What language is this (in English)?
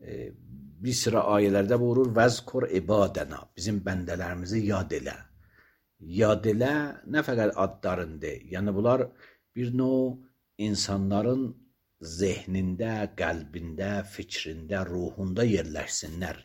Azerbaijani